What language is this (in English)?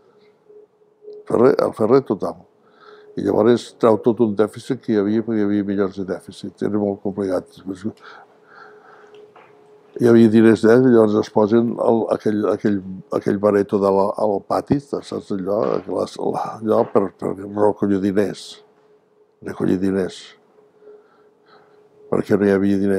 Catalan